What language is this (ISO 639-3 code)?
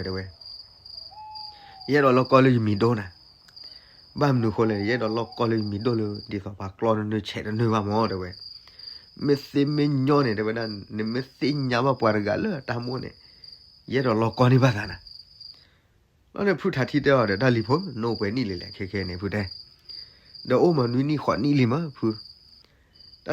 ksw